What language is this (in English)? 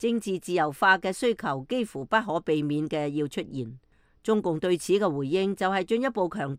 Cantonese